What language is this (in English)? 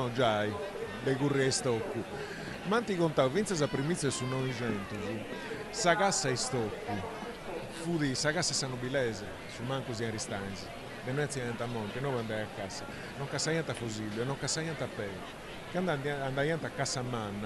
Sardinian